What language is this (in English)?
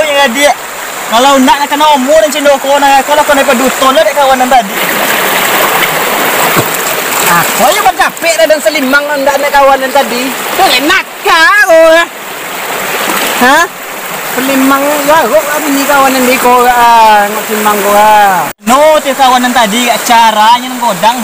Malay